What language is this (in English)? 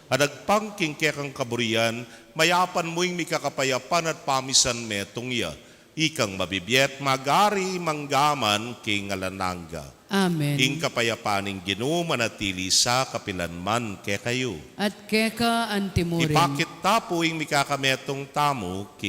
Pampanga